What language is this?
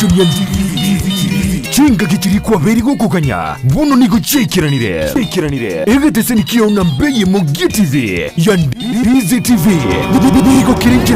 Gusii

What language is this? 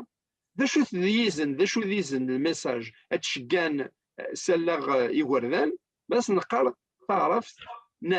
Kabyle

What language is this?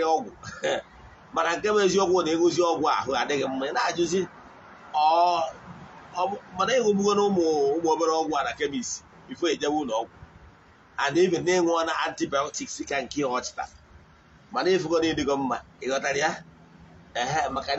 Igbo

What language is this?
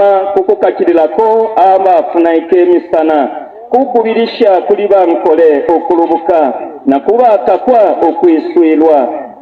Bemba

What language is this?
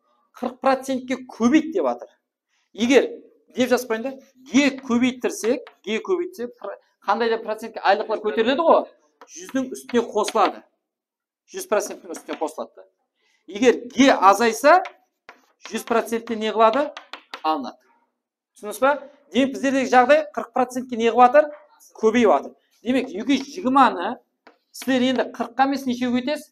Kara-Kalpak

